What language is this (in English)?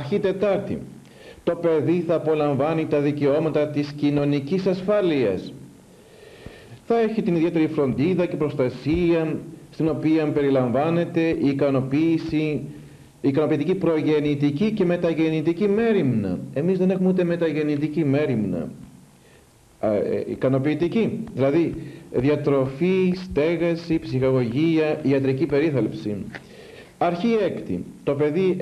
Greek